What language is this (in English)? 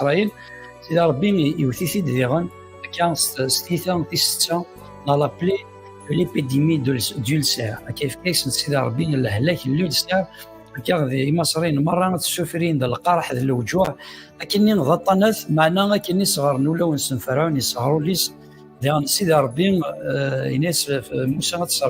Kabyle